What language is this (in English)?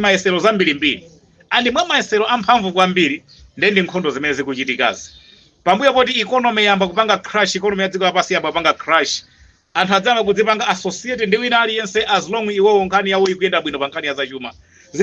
Nyanja